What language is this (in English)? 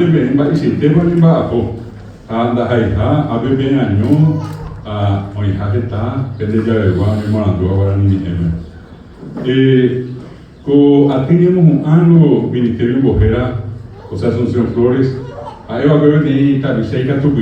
Guarani